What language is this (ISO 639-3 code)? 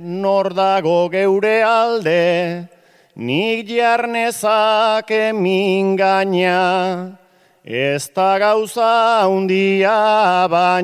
eus